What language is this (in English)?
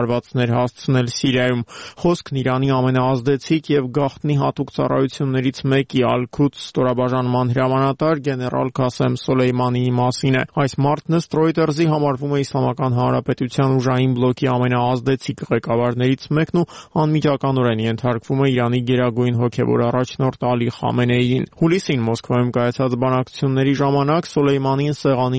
Armenian